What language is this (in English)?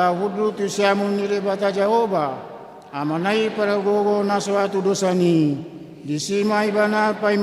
Batak Toba